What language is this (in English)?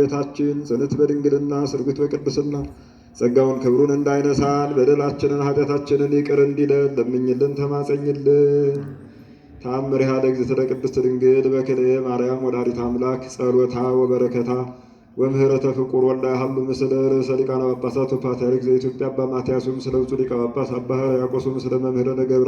Amharic